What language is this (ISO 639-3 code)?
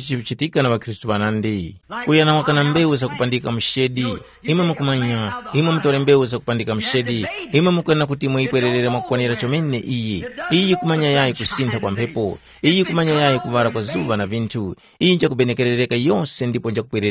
tum